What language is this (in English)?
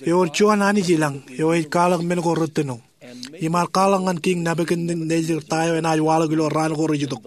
Marshallese